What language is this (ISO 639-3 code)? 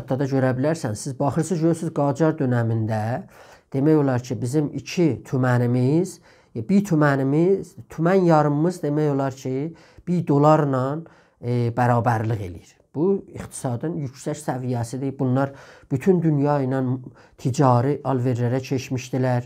azb